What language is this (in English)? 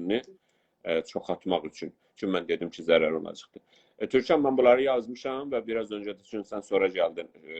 South Azerbaijani